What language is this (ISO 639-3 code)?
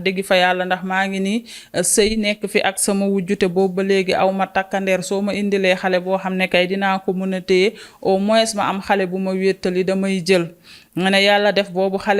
wol